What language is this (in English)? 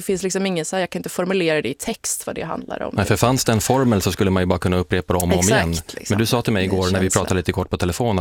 Swedish